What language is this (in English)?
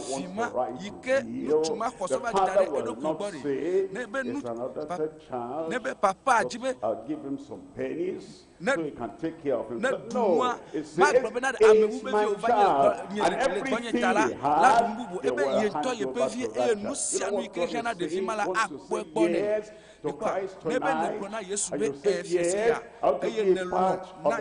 Ewe